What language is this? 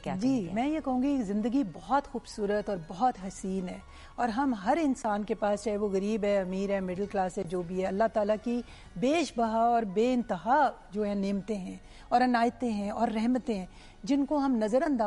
Urdu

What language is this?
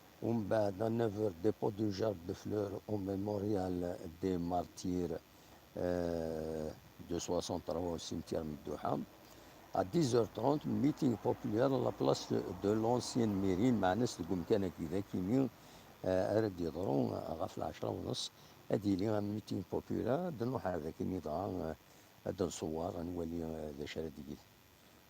Kabyle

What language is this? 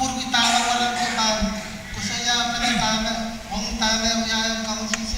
Pohnpeian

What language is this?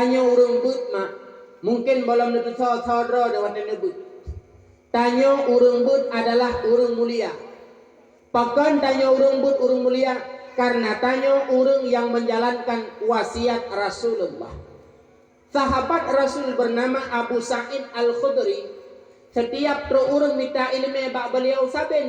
Achinese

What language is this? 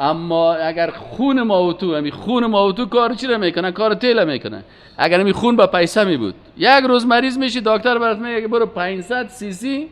Persian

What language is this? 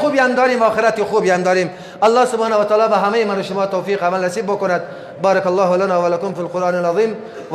Persian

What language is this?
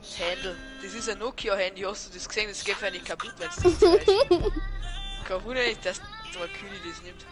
Bavarian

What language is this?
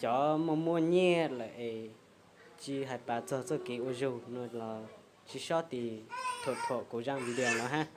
Hmong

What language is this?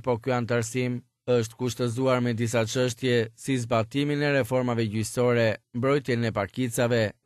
Albanian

